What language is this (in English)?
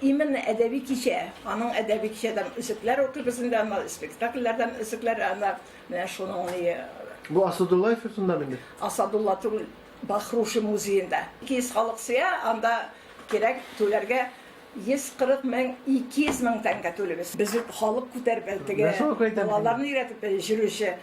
Tatar